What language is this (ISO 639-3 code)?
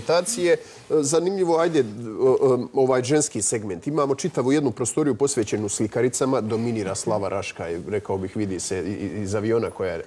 hrv